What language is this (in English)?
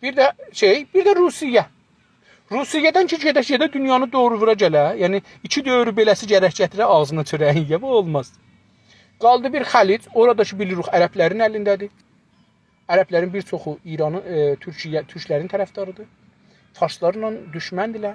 South Azerbaijani